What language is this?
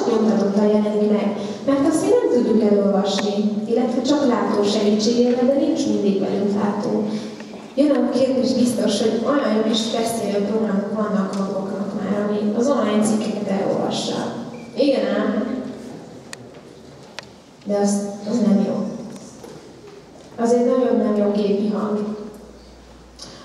Hungarian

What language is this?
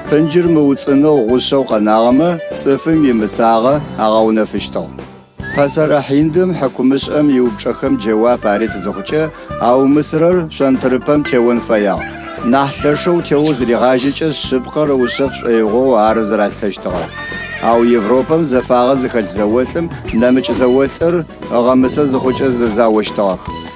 Adyghe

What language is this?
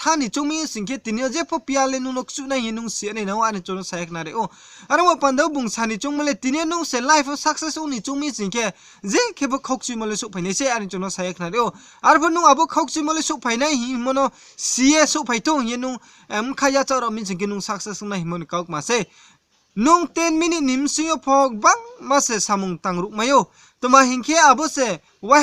Riang (India)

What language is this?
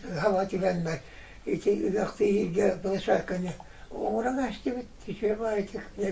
Yakut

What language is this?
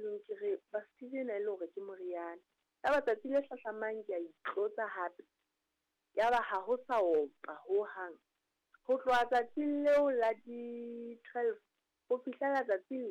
Southern Sotho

